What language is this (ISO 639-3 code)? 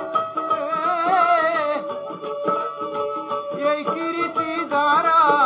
ben